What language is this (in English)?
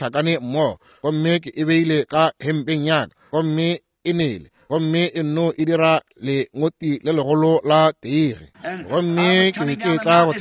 Northern Sotho